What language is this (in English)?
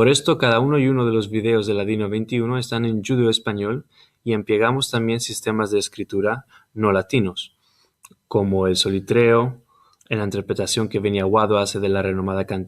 Ladino